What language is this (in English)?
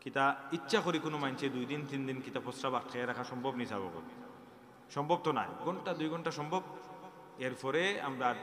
Sylheti